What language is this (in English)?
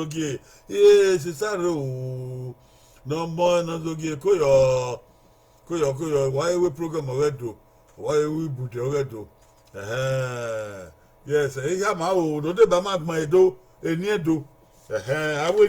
Bini